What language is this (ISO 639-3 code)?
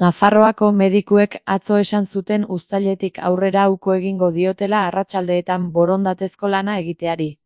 eus